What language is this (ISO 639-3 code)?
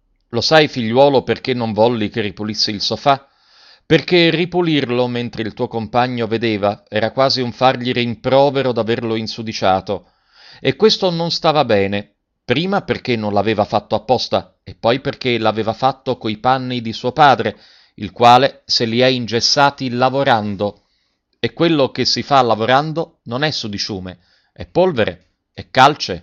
ita